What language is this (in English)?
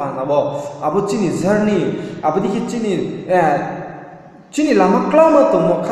Riang (India)